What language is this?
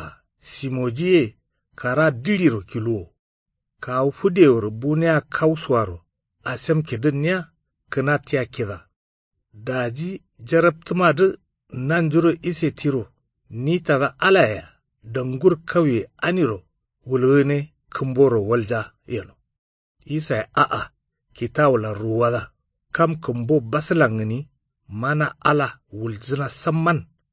Kanuri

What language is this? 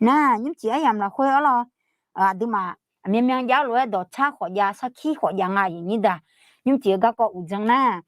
Akha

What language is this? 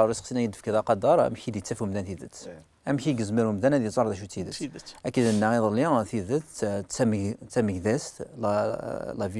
Kabyle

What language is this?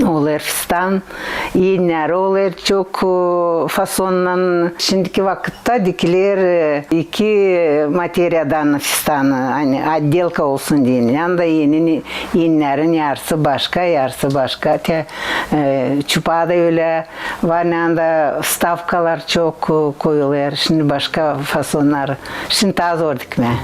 Gagauz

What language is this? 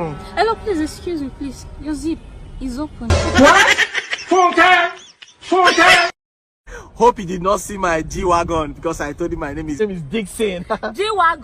Nigerian Pidgin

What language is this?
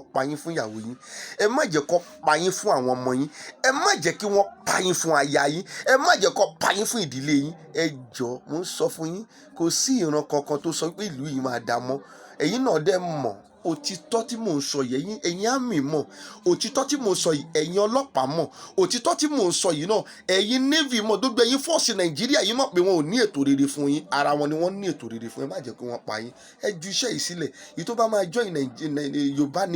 Yoruba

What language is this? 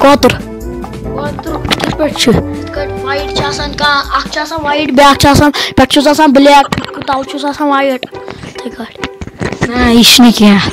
Kashmiri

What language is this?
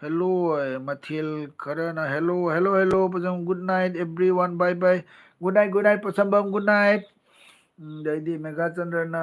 Manipuri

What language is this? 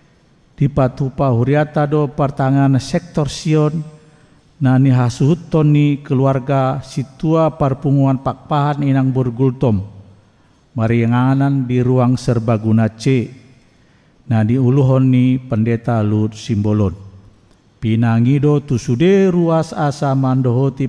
Batak Toba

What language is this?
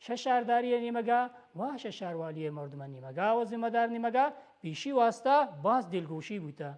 Baluchi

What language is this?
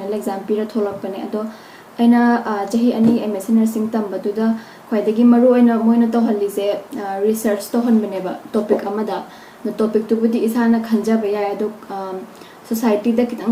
Manipuri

